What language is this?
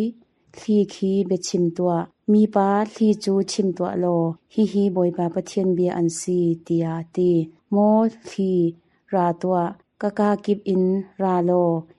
Hakha Chin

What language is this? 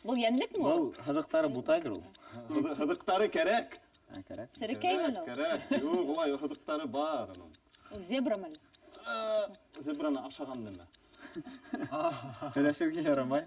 Bashkir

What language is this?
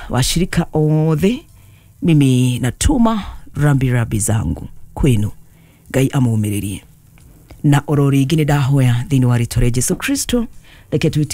Kikuyu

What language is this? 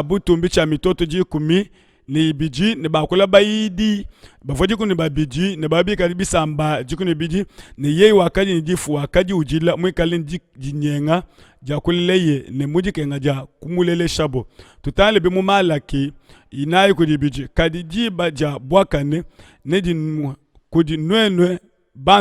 Luba-Lulua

